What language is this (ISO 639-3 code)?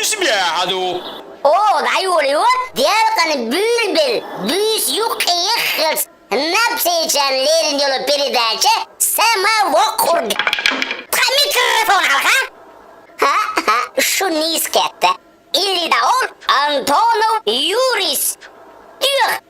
che